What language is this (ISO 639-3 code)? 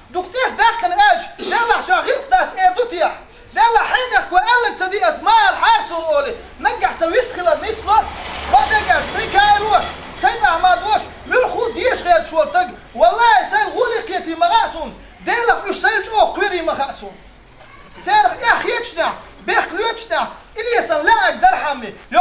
che